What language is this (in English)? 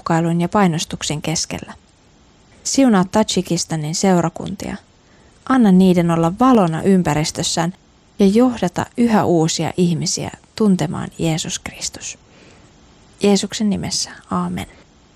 Finnish